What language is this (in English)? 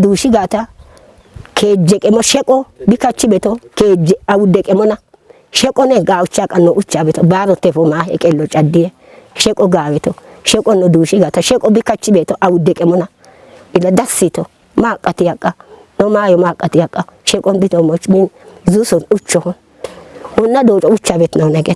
Kafa